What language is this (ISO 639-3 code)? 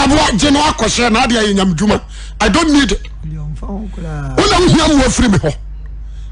aka